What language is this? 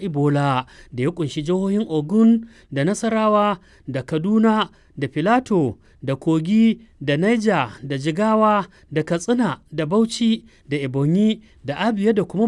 Hausa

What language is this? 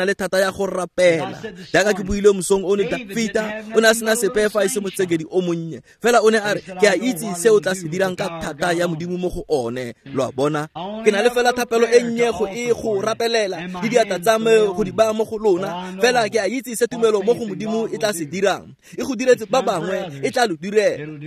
Tswana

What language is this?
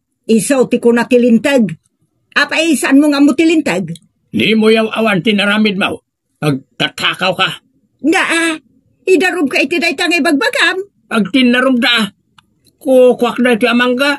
Iloko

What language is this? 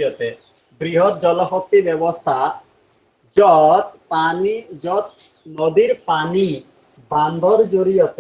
Assamese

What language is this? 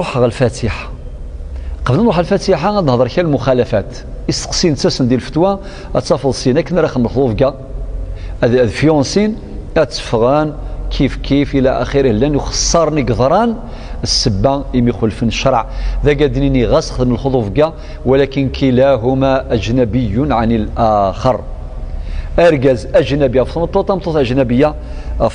Kabyle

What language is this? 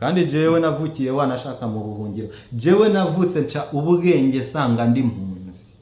Rundi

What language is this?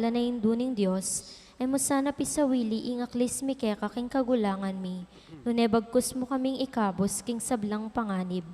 Pampanga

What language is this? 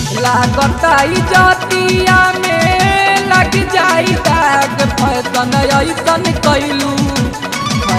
Bhojpuri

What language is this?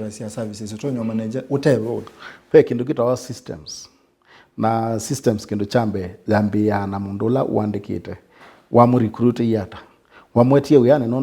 Kamba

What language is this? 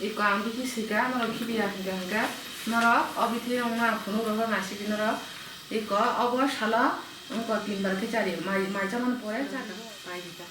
Kok Borok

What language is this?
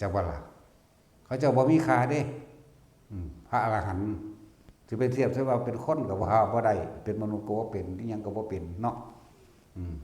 Northeastern Thai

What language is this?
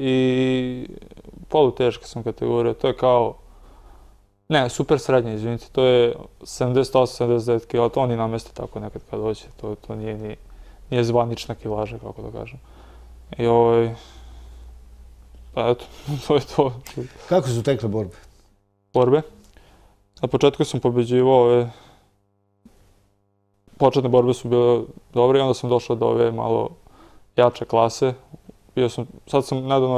Serbian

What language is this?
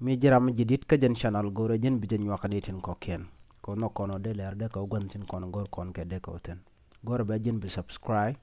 Nuer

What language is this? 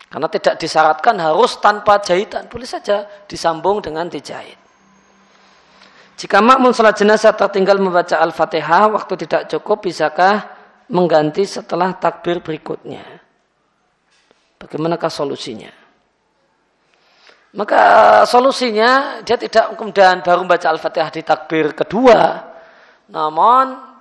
Indonesian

